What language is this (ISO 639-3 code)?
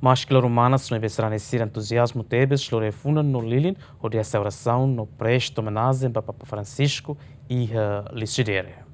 tet